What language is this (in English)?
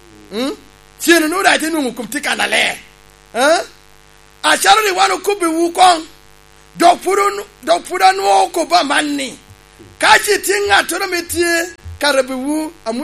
Lango (Uganda)